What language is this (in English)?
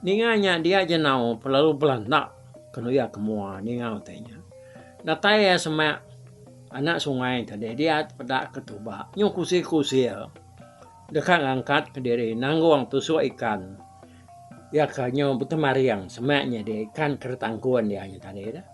Iban